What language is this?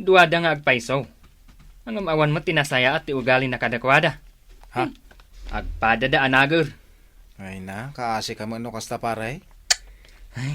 Iloko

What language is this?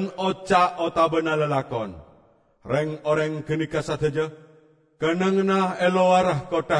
Madurese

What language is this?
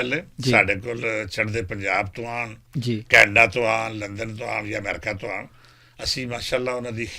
Western Panjabi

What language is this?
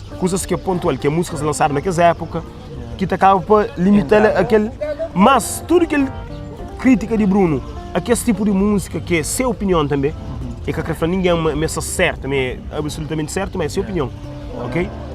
Kabuverdianu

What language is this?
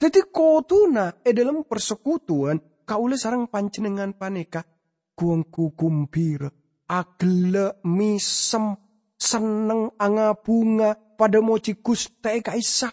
Madurese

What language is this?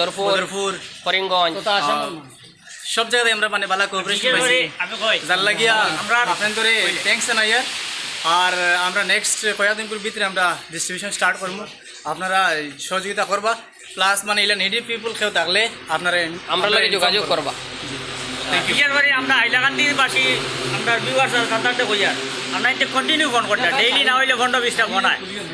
Sylheti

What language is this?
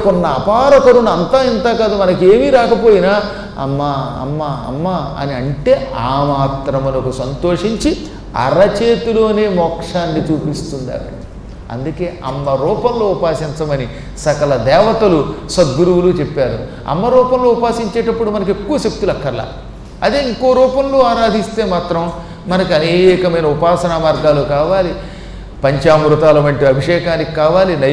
Telugu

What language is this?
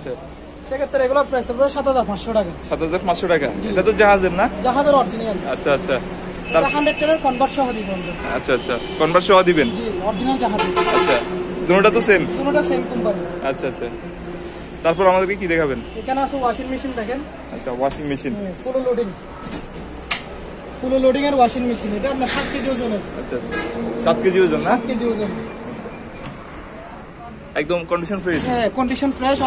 Bangla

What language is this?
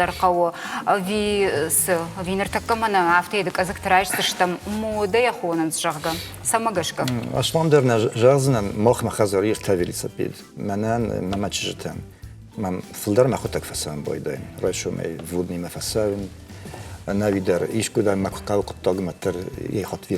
Ossetic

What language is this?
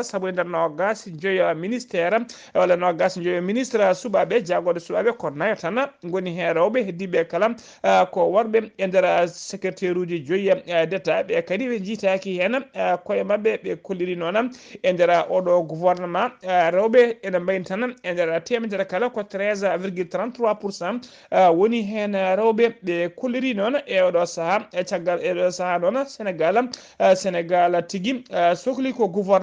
Fula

